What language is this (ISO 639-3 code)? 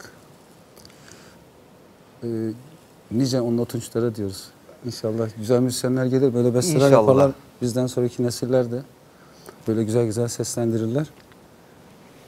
tur